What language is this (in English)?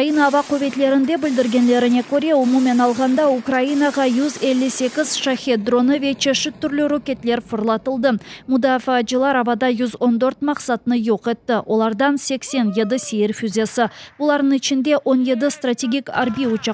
Crimean Tatar